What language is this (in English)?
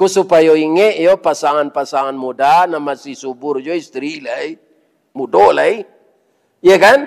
Minangkabau